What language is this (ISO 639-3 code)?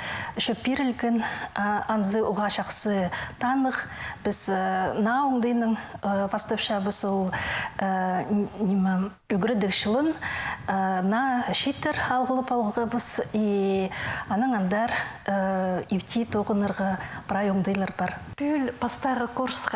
kjh